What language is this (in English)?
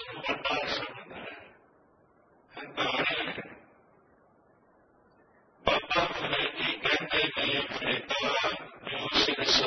Punjabi